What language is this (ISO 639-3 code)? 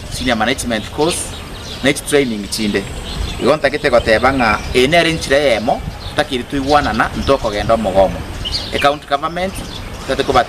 guz